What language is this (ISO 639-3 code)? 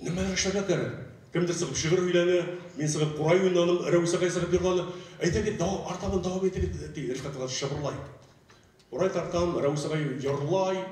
bak